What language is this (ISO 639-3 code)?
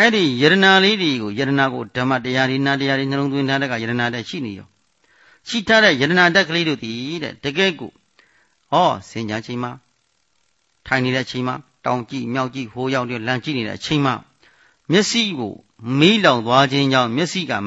mya